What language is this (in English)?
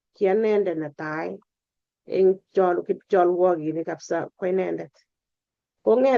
Kalenjin